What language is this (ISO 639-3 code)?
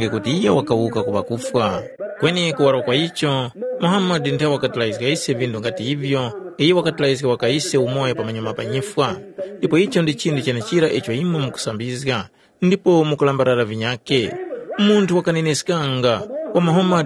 tum